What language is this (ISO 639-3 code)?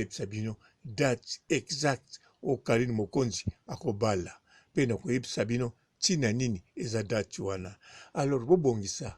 lin